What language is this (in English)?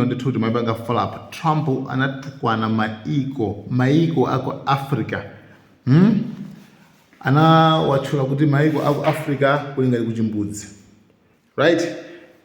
Nyanja